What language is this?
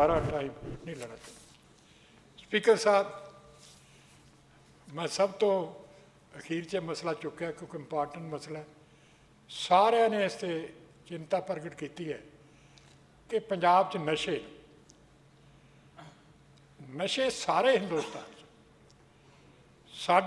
Punjabi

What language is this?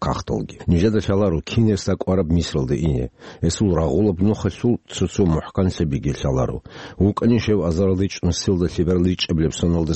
Avaric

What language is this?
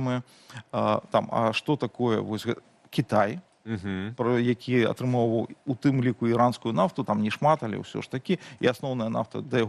Belarusian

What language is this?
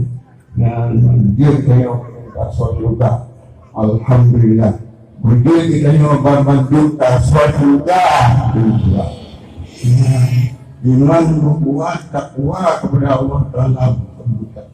Achinese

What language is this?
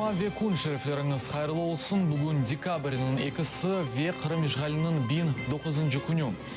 Crimean Tatar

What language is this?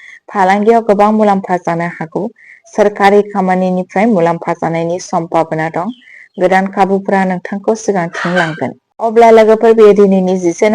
Bodo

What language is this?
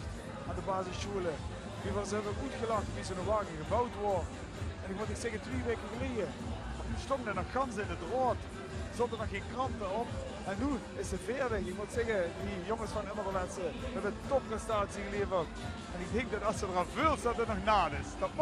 Limburgish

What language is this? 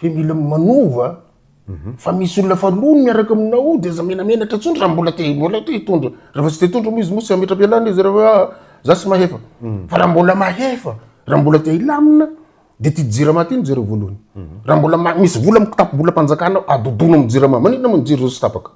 Malagasy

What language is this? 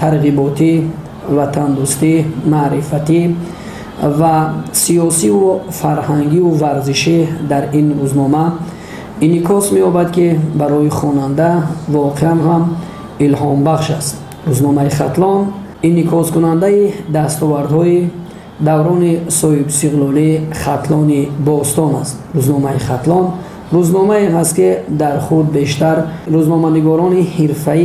Tajik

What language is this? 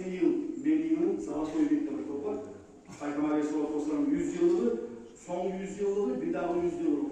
Kumyk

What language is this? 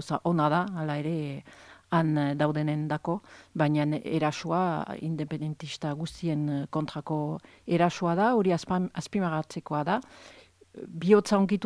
Basque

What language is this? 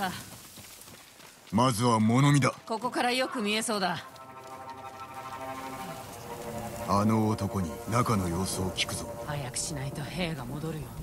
Japanese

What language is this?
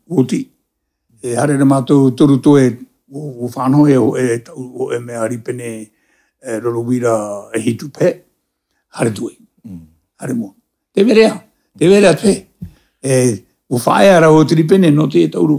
Tahitian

